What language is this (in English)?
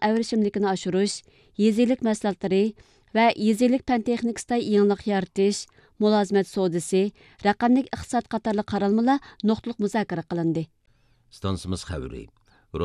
Uyghur